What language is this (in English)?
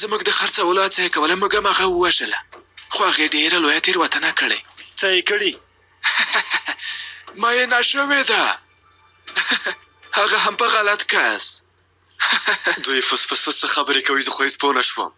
Pashto